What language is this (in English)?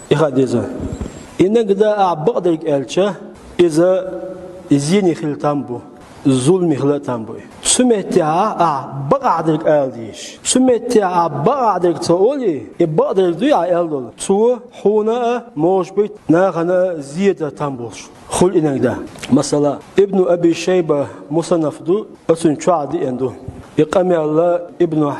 Chechen